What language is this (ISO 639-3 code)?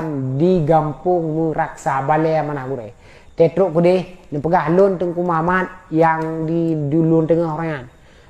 ace